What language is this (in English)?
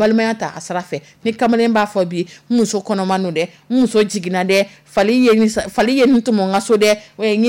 Dyula